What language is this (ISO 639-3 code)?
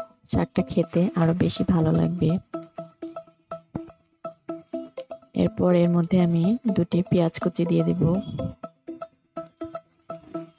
ben